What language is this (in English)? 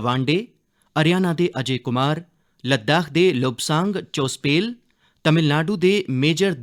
Dogri